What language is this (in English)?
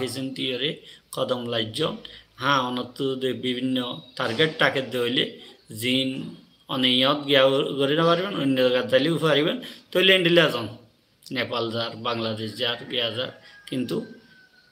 Rohingya